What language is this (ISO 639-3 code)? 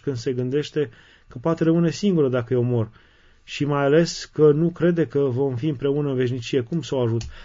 ron